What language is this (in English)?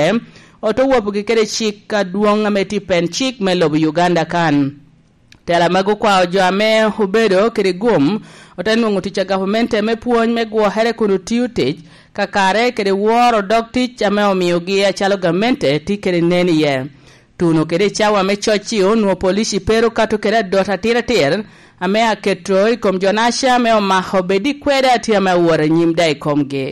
Lango (Uganda)